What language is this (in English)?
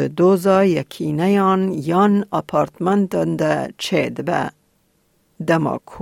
Kurdish